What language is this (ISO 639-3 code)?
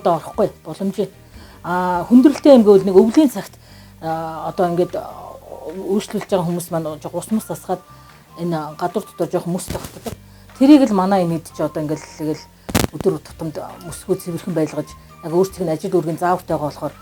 mon